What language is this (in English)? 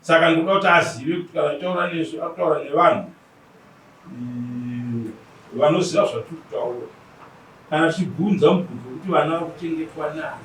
Shona